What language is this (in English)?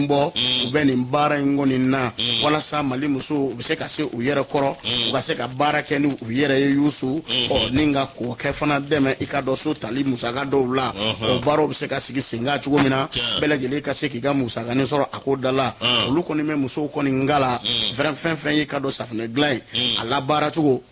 Bambara